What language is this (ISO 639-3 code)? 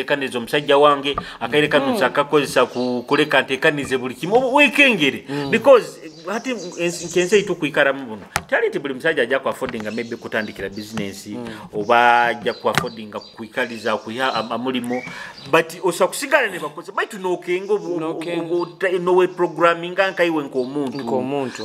nyo